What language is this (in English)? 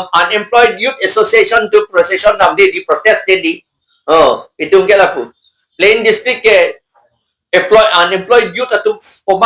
Karbi